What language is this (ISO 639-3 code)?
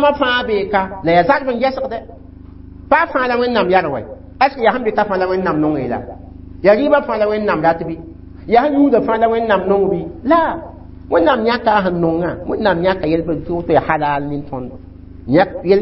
mos